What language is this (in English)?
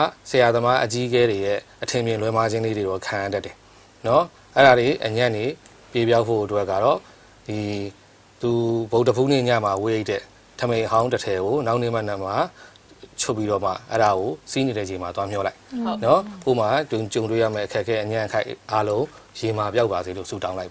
Burmese